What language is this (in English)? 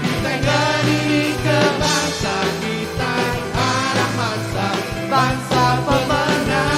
Iban